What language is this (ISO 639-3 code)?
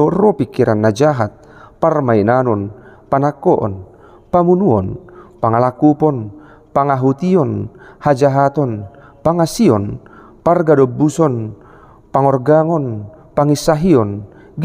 bbc